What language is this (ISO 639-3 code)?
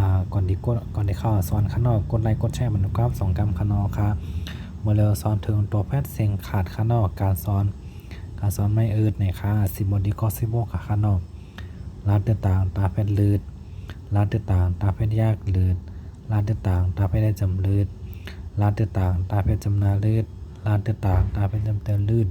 shn